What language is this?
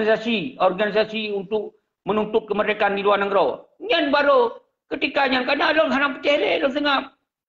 Achinese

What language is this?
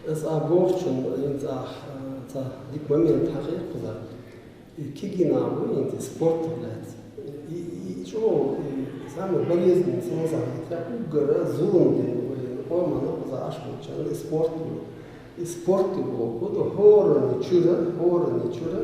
Chechen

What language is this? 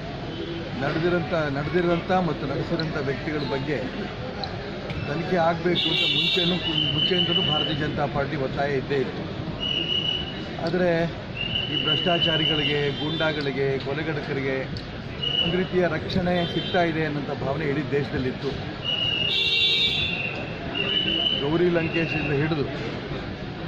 Kannada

